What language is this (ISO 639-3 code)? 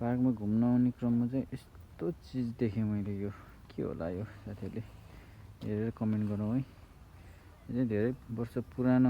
nep